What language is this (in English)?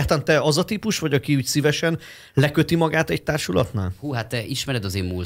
Hungarian